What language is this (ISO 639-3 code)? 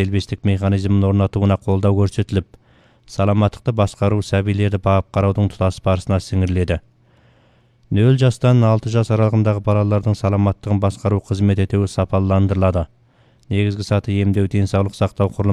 kaz